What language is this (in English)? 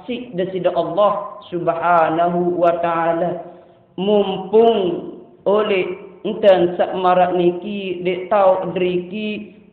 Sasak